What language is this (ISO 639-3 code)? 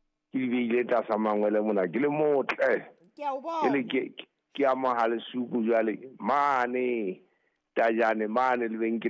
sot